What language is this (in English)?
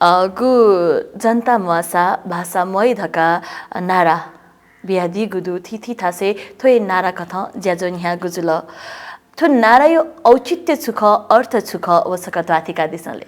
Newari